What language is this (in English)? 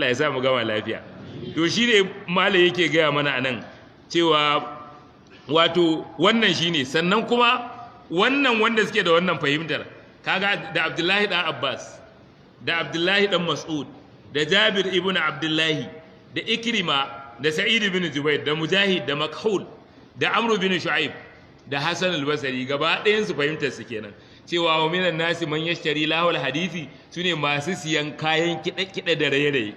Hausa